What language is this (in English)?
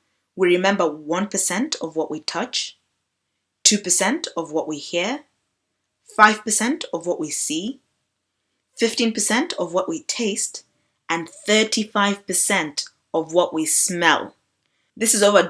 English